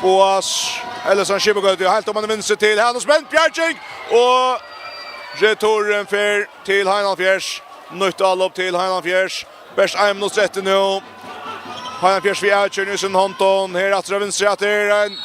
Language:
Faroese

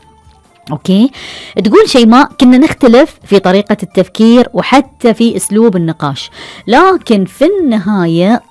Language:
Gulf Arabic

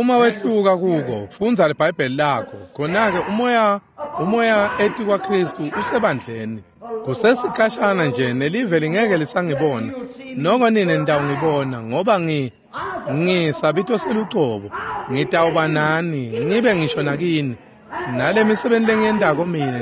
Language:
Swati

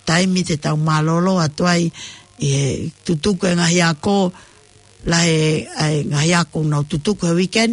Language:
Tongan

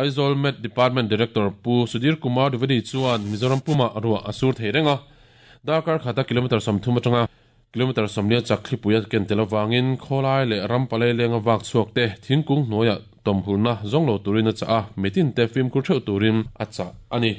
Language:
Mizo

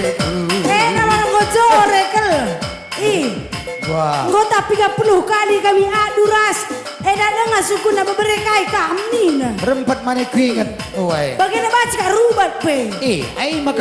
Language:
Batak Karo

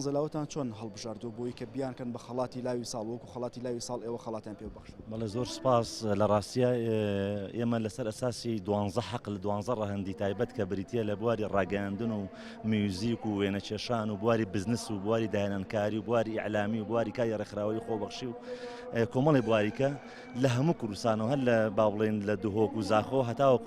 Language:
Central Kurdish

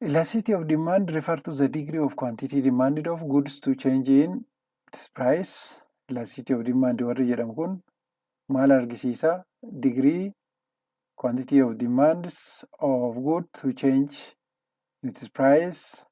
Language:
Oromo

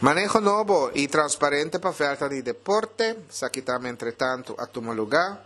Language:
Papiamento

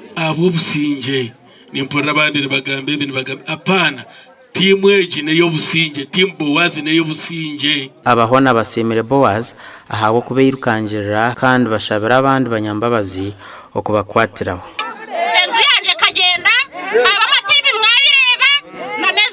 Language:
Nyankole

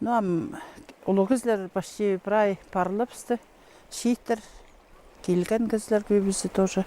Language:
Khakas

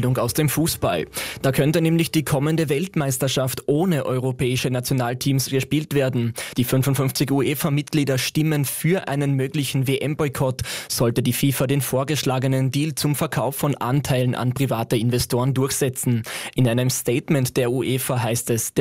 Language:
German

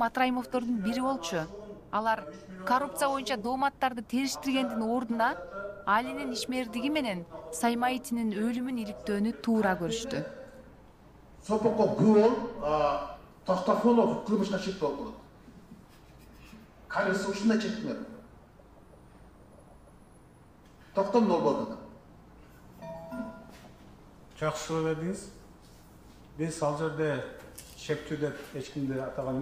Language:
Kyrgyz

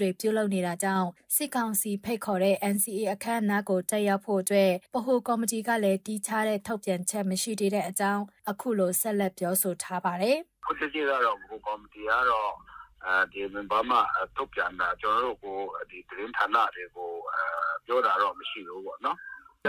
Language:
Burmese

